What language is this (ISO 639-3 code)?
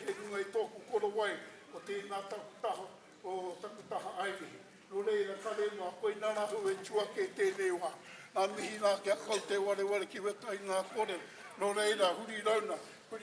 mri